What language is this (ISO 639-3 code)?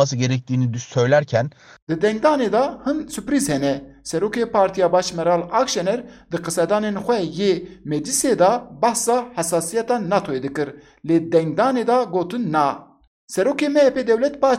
kur